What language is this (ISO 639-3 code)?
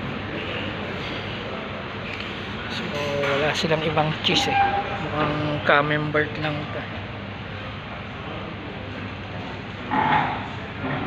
fil